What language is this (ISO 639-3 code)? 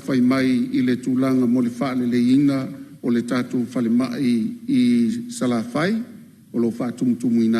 smo